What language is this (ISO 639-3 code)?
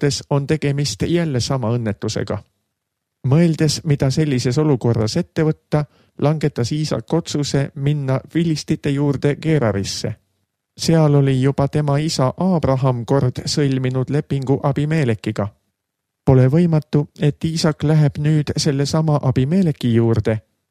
est